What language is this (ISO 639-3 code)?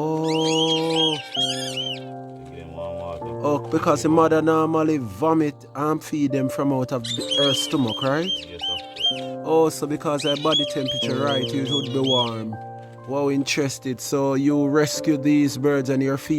jam